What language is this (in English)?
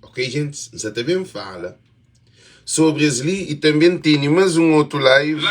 Kabuverdianu